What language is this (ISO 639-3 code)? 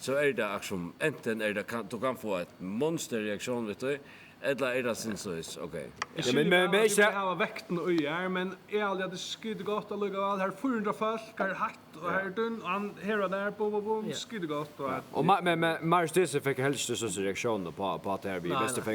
fao